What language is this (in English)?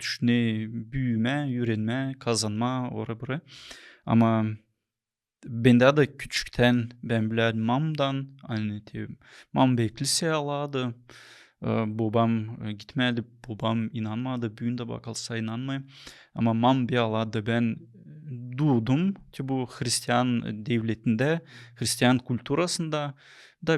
Gagauz